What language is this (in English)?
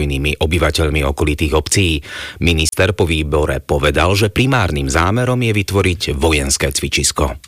Slovak